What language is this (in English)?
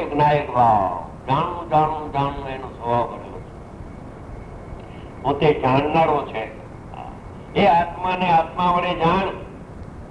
Gujarati